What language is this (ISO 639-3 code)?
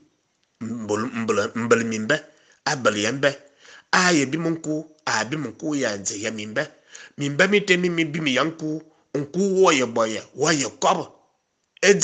fan